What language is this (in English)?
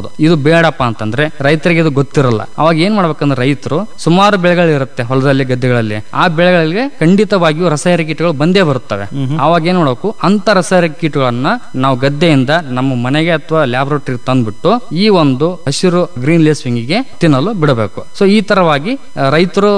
Kannada